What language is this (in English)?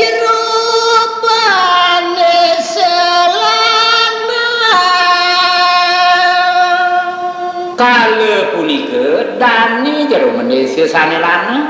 Balinese